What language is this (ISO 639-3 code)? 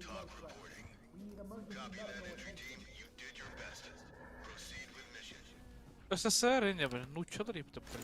sah